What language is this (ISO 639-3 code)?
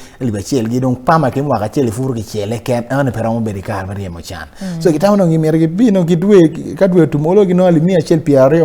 ach